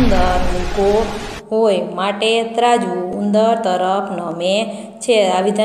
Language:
Gujarati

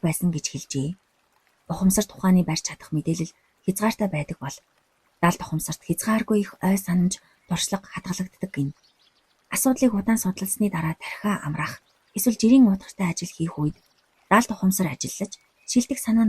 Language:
Mongolian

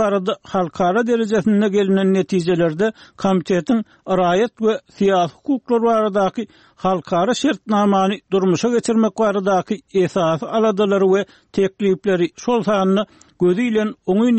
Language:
Turkmen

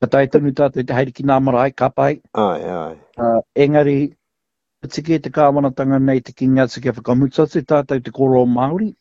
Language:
Māori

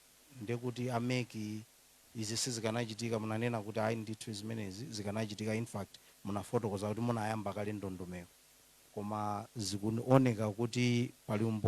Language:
Nyanja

